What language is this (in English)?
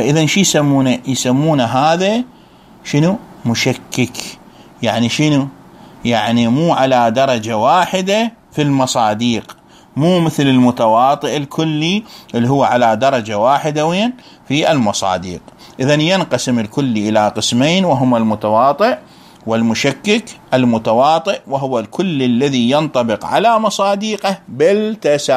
Mesopotamian Arabic